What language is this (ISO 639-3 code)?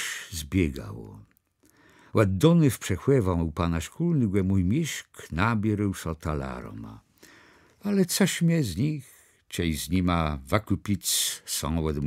csb